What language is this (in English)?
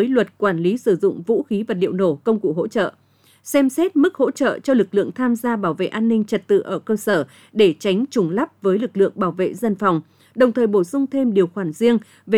Vietnamese